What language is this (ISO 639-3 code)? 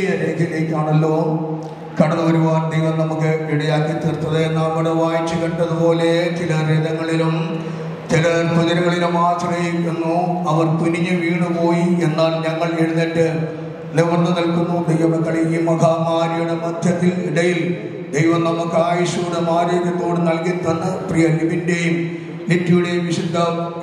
mal